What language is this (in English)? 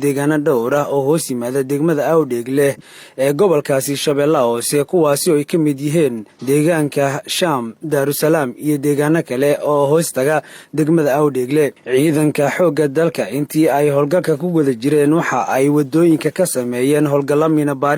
Somali